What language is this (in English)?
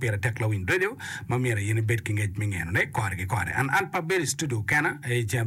Acoli